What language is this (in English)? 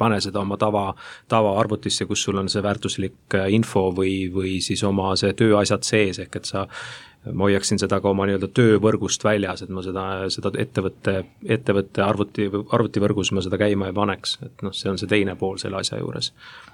Estonian